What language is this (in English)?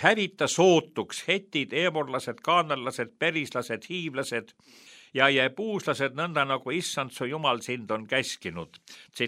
Estonian